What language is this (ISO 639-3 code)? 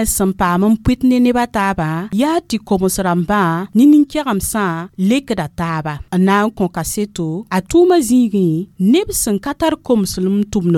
mos